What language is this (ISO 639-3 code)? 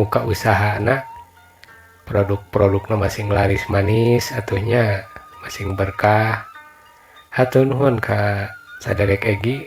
sun